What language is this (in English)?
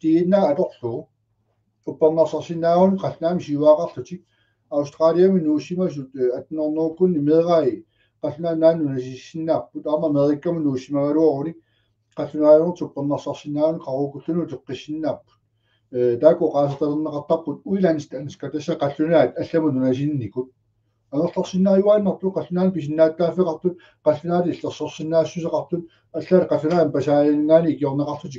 Kalaallisut